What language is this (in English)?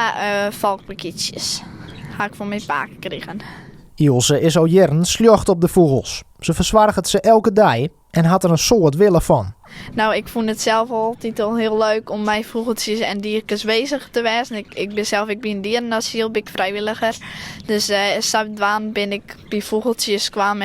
Western Frisian